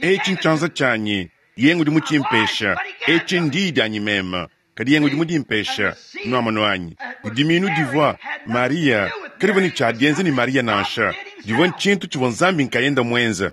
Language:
Luba-Lulua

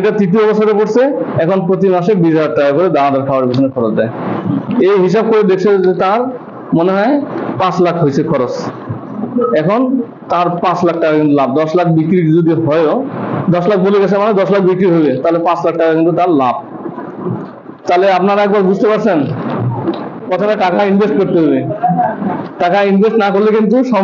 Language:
Bangla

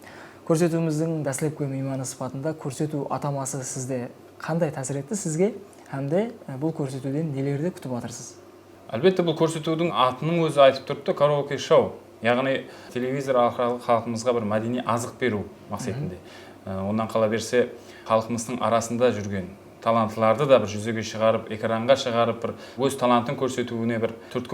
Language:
Kara-Kalpak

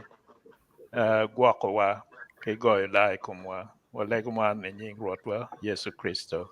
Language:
Acoli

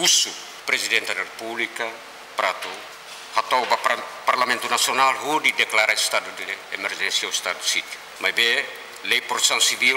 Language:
Tetum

